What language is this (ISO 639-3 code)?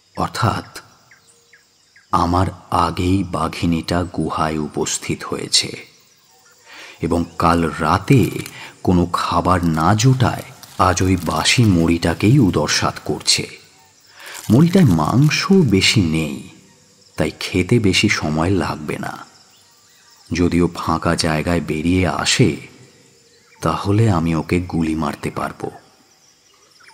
ben